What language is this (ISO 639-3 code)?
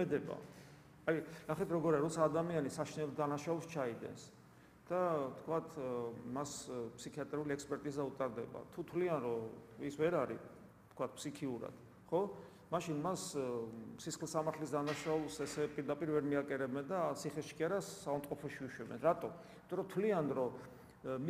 kat